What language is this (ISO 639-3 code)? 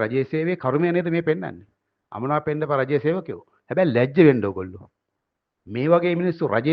sin